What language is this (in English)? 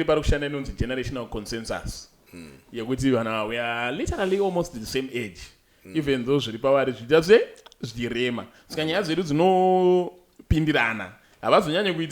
Shona